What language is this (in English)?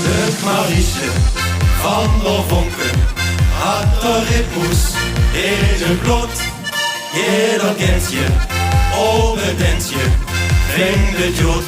Limburgish